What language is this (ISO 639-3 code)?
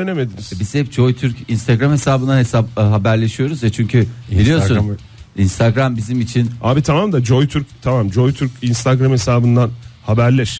tur